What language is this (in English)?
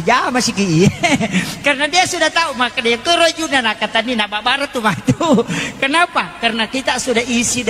Buginese